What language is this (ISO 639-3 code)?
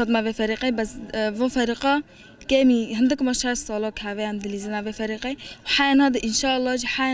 kur